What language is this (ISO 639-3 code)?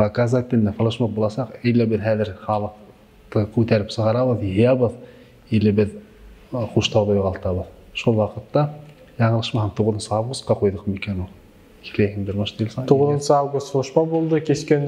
bak